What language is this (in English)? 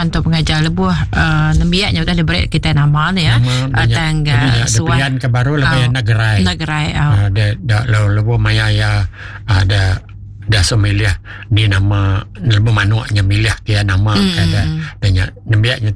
Iban